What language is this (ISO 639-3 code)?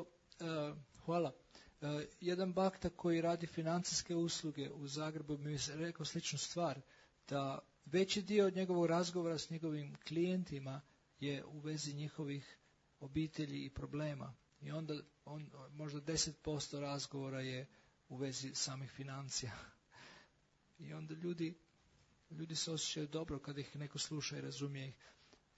hrv